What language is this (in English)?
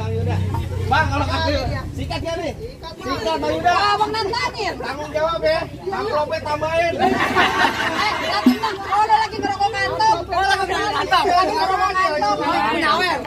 Betawi